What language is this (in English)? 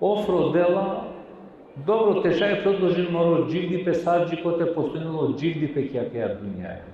Balkan Romani